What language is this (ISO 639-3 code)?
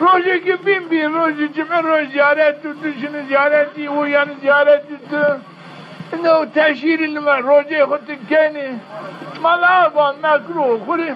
zza